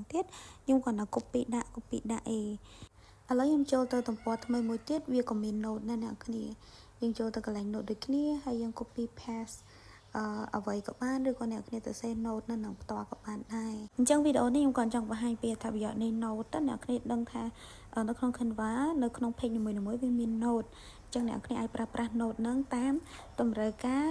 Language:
Khmer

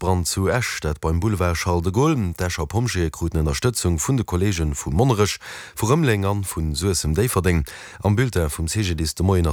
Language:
Luxembourgish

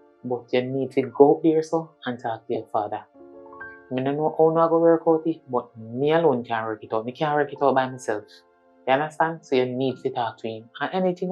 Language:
Jamaican Creole English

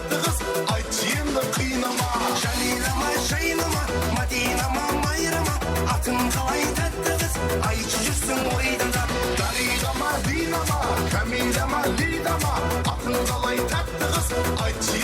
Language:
Kara-Kalpak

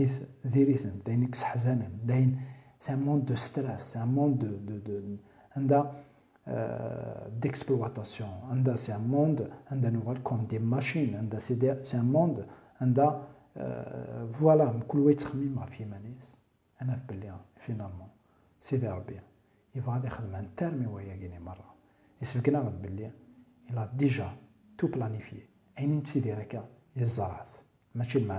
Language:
Kabyle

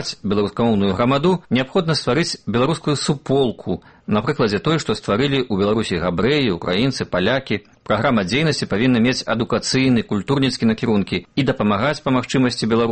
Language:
Belarusian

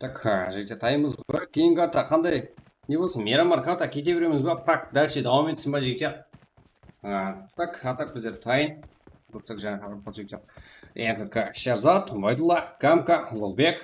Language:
Kara-Kalpak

